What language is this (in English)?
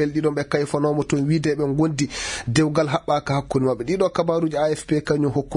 Maasina Fulfulde